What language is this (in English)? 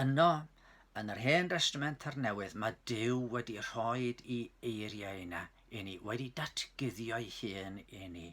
Welsh